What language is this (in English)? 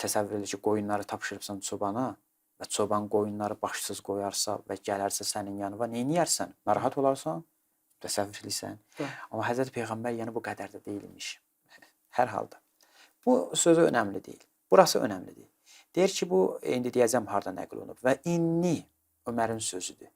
Azerbaijani